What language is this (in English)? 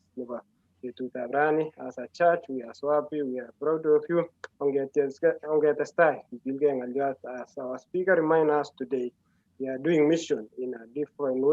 Kalenjin